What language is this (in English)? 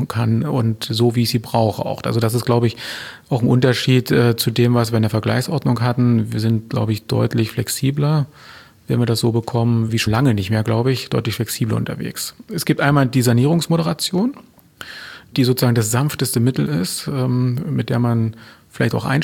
German